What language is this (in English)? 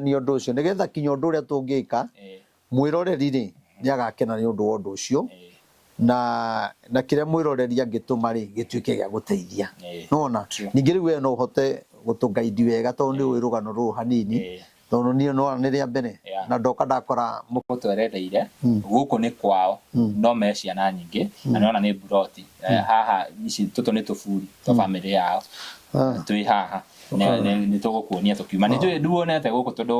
Kikuyu